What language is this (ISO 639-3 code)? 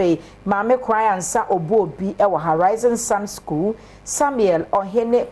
aka